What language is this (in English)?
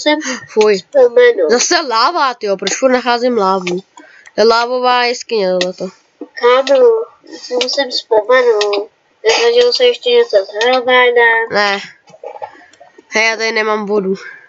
Czech